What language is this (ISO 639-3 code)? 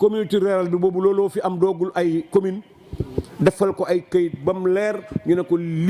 wol